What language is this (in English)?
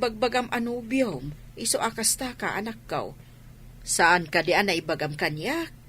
Iloko